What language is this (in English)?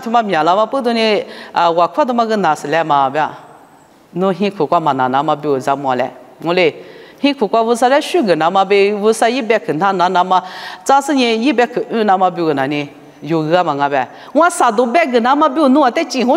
Lisu